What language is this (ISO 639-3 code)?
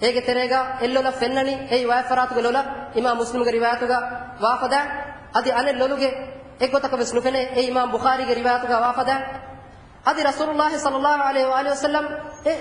div